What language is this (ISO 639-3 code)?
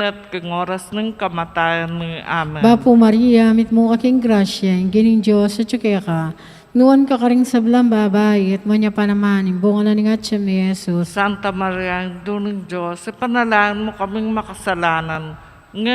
pam